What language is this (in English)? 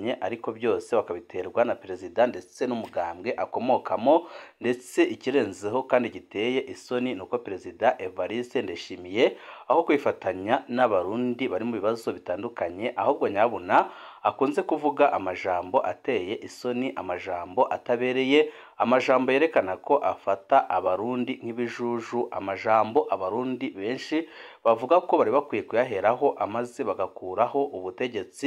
Rundi